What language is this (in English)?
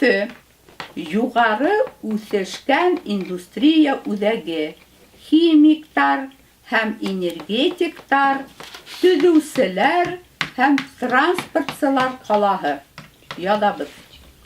Bashkir